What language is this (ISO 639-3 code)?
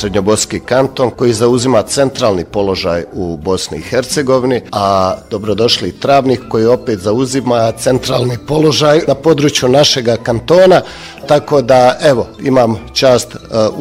bos